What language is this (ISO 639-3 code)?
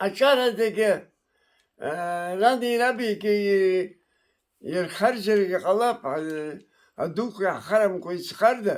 abk